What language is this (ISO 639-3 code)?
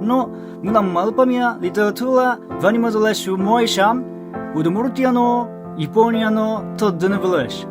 udm